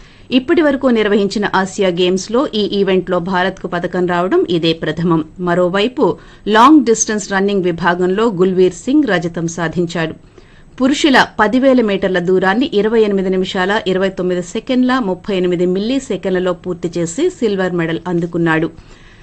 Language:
Telugu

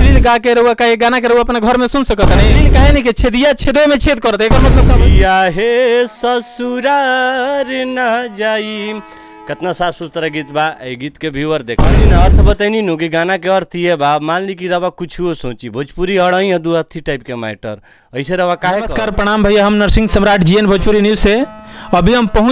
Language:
Bhojpuri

